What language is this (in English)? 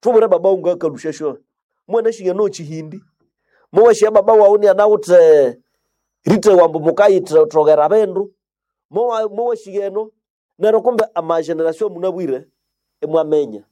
Nande